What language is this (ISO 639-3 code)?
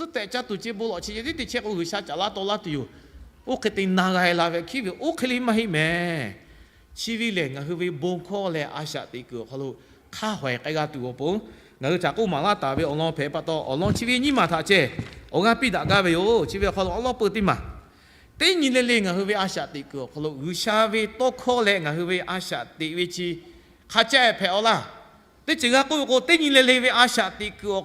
lhu